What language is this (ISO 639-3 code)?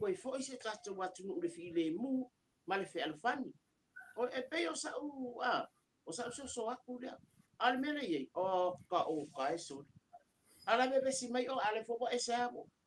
smo